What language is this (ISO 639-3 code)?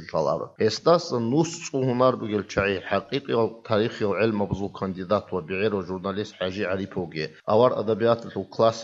ava